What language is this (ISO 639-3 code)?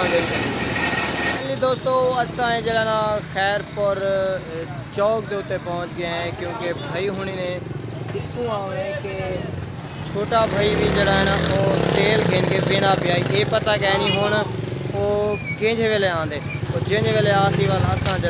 skr